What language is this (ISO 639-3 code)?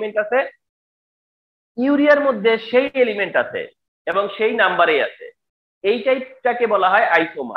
ben